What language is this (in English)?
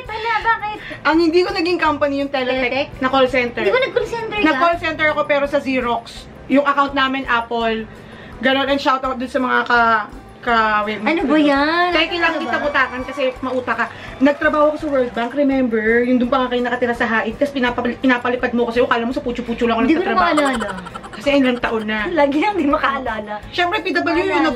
Filipino